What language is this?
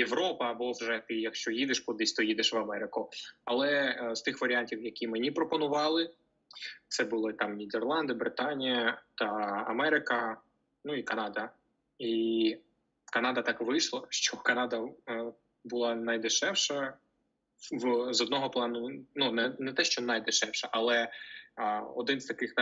Ukrainian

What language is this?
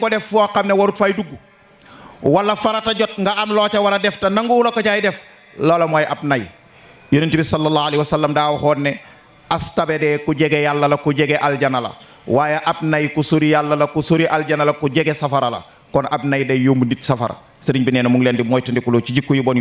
Wolof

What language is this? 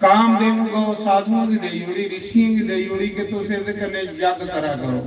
Dogri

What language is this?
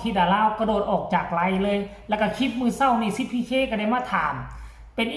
Northeastern Thai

